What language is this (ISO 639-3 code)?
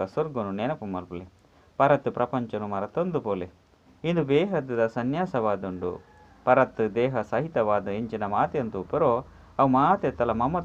tcy